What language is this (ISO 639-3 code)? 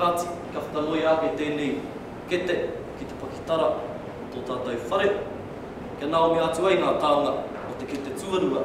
mri